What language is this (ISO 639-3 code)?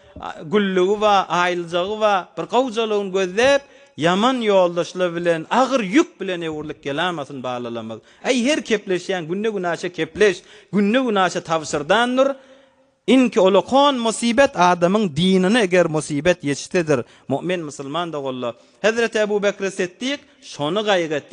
tuk